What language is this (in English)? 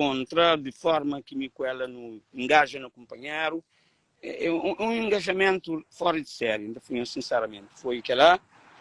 Kabuverdianu